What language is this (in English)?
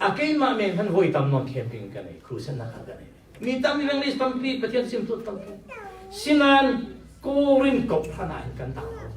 Falam Chin